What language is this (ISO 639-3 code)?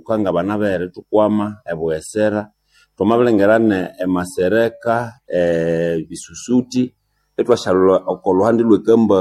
nnb